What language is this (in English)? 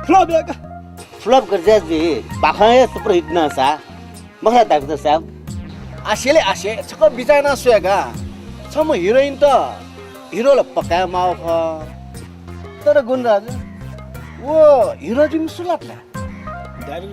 Newari